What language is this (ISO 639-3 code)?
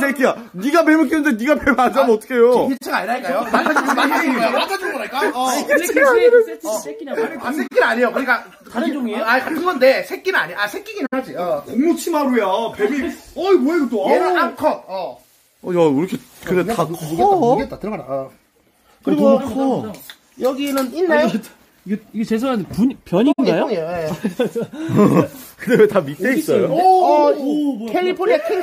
kor